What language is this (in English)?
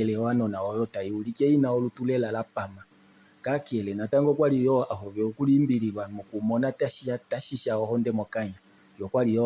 Kuanyama